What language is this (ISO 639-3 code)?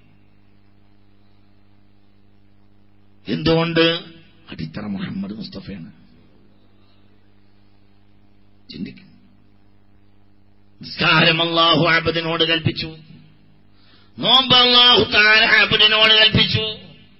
mal